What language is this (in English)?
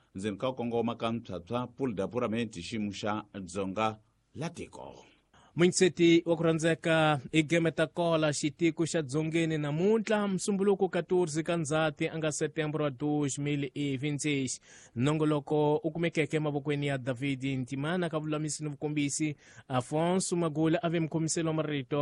Tsonga